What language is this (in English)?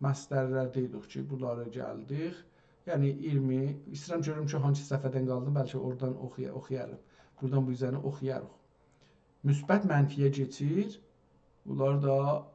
South Azerbaijani